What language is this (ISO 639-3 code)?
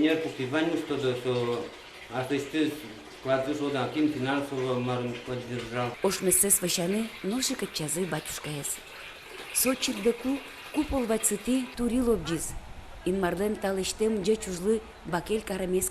udm